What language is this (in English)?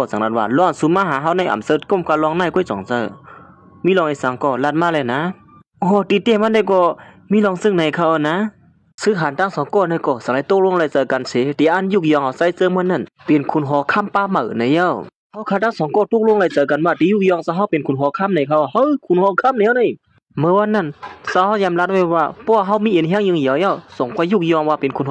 Shan